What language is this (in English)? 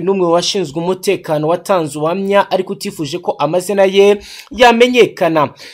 Kinyarwanda